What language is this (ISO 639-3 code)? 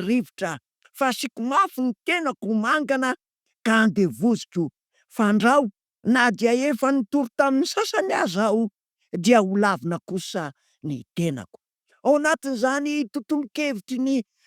mlg